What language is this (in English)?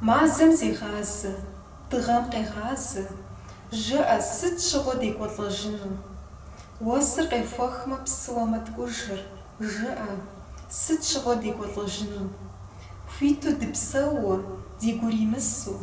Kabardian